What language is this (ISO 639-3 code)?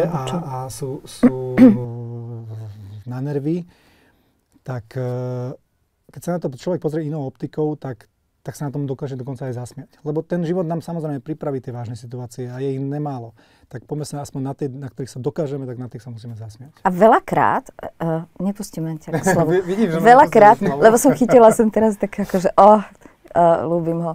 slk